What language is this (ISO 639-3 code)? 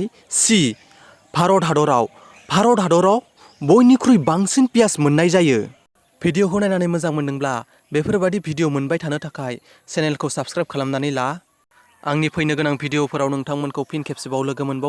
brx